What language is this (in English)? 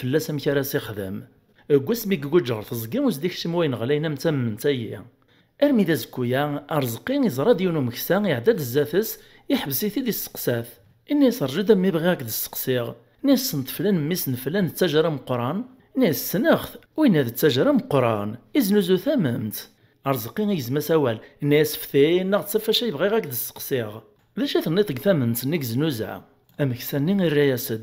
Kabyle